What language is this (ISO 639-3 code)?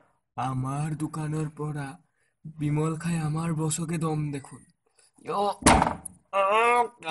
asm